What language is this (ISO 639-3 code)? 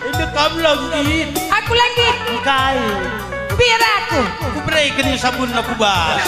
btx